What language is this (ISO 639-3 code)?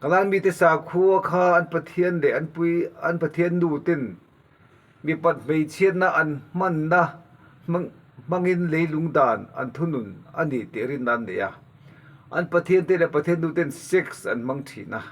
lus